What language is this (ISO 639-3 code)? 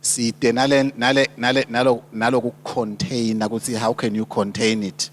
ssw